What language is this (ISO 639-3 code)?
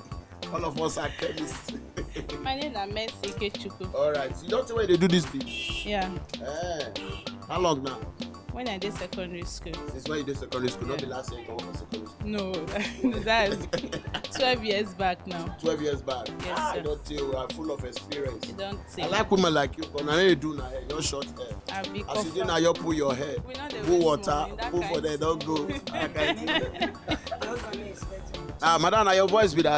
pcm